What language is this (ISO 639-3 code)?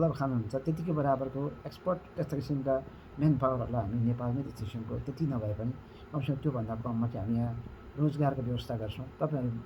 nep